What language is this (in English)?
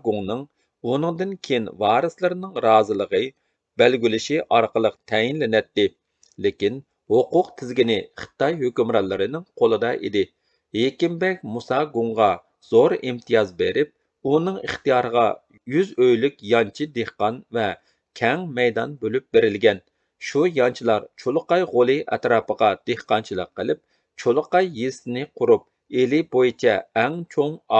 Uyghur